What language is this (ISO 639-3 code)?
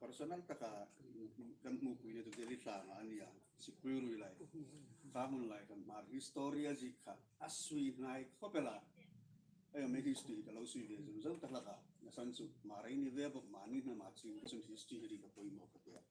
hmr